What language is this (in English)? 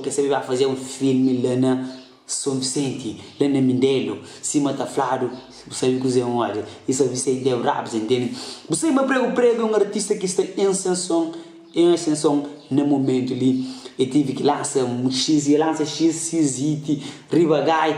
Kabuverdianu